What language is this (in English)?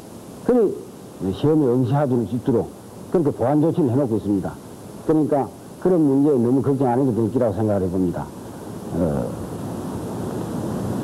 Korean